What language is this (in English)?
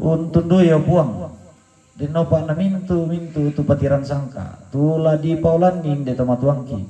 Toraja-Sa'dan